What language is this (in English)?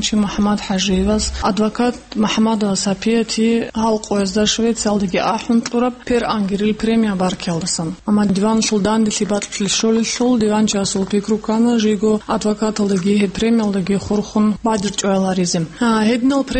Avaric